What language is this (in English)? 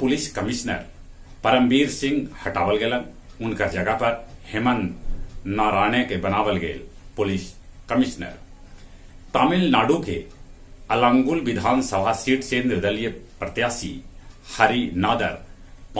Magahi